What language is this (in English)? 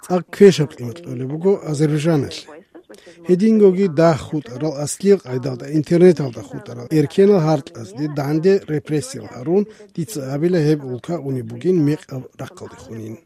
Avaric